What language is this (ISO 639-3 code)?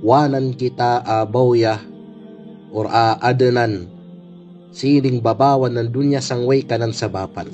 kqe